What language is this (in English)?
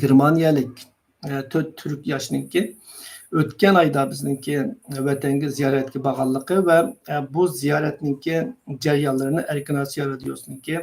Uyghur